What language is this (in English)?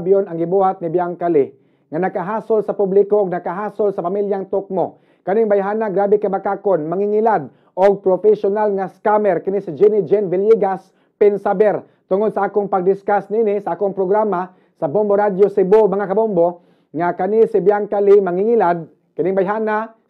Cebuano